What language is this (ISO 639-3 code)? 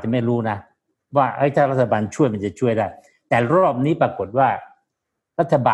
tha